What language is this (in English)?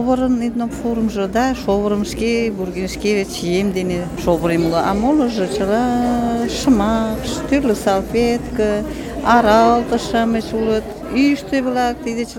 Mari